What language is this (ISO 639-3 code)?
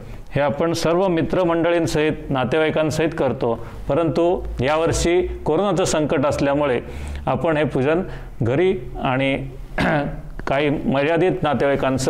mar